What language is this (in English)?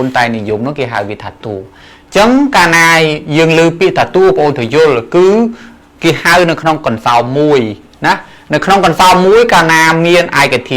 Khmer